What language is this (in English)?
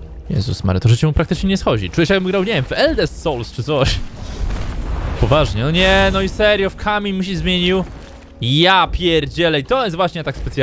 Polish